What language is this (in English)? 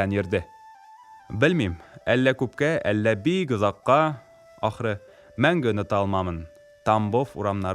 Tatar